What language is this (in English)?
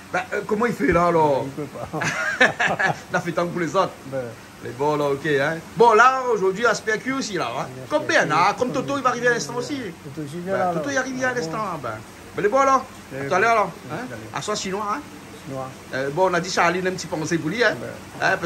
Réunion Creole French